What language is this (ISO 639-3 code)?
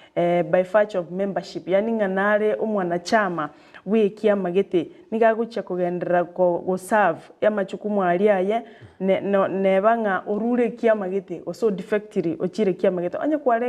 guz